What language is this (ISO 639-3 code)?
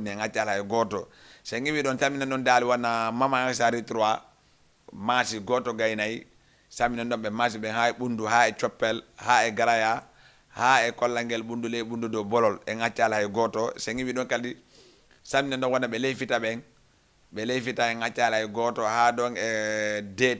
ful